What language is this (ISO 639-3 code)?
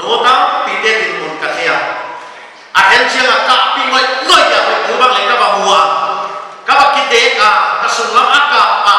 pck